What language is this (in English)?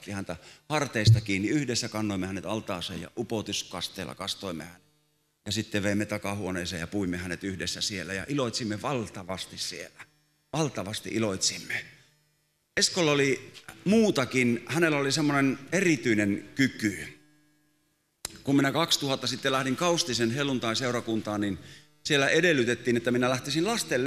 Finnish